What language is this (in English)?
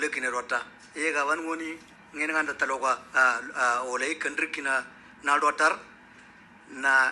Moro